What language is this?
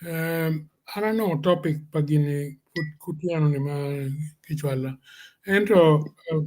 Acoli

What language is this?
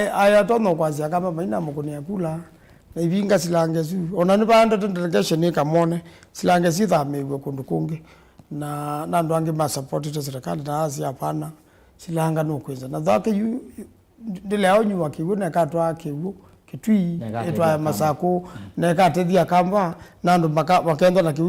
Kamba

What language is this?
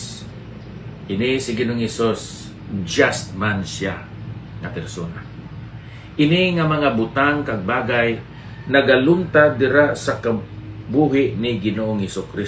Hiligaynon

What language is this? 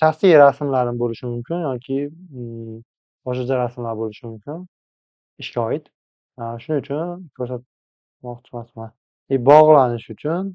Uzbek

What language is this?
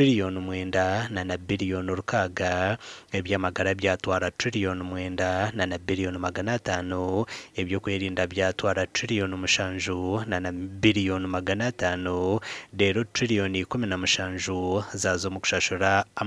Nyankole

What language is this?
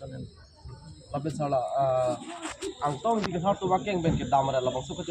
Karbi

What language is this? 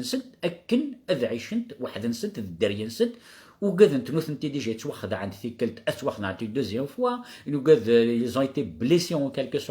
Kabyle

